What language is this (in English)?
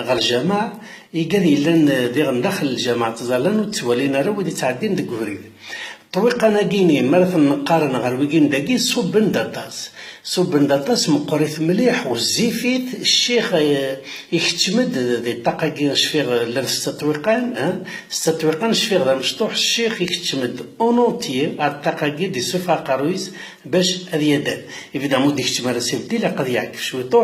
Kabyle